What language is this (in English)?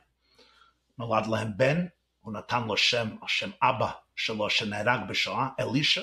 Hebrew